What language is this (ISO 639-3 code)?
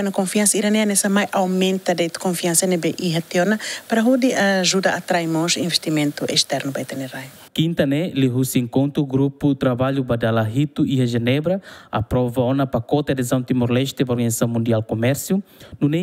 tet